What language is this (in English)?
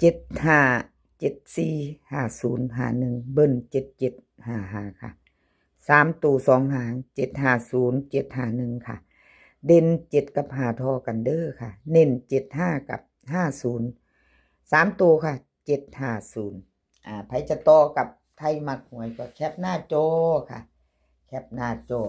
Northeastern Thai